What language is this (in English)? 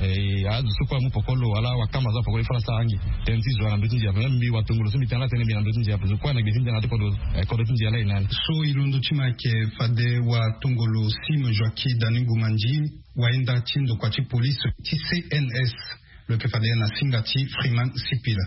Sango